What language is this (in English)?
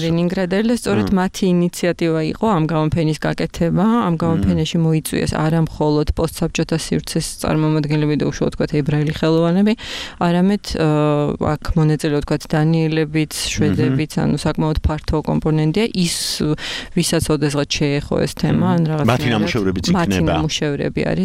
Georgian